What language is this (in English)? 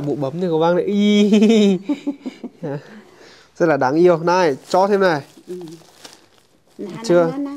Vietnamese